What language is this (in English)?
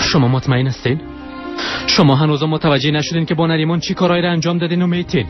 Persian